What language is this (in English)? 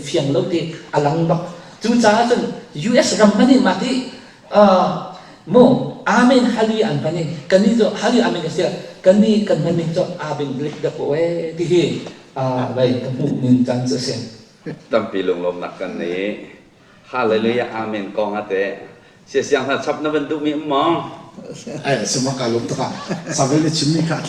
Hakha Chin